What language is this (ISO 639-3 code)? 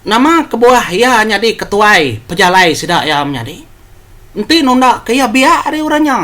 iba